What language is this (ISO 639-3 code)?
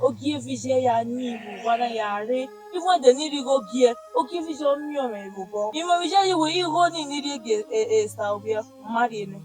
bin